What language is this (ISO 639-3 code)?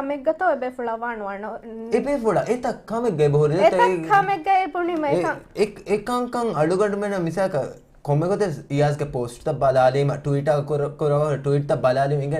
div